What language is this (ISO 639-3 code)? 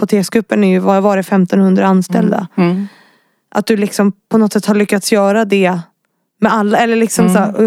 swe